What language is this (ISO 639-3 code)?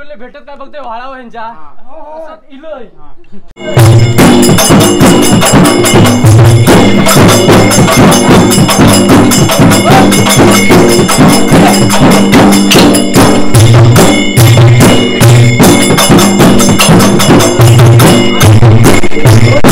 mar